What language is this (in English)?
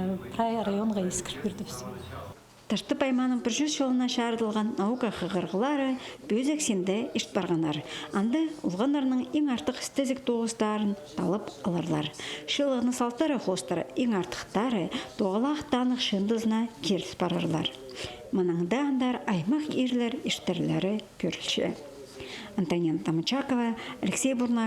Khakas